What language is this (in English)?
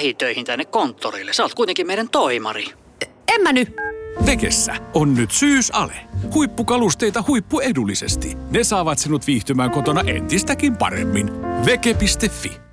Finnish